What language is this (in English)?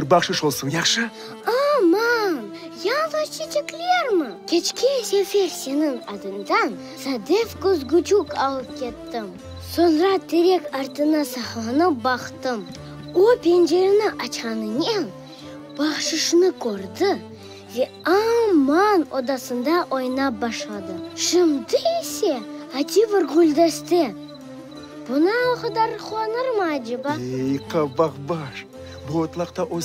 Crimean Tatar